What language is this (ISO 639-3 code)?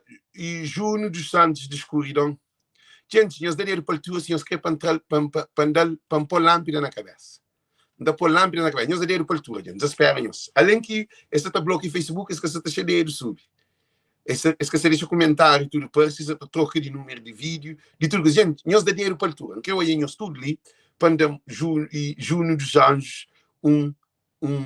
kea